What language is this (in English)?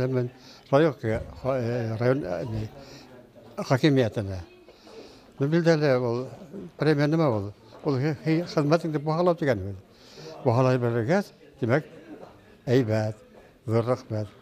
Bashkir